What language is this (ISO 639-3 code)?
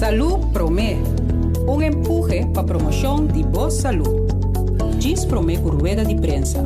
pap